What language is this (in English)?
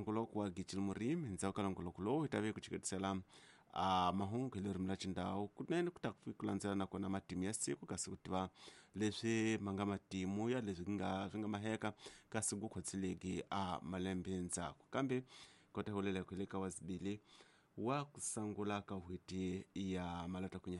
Tsonga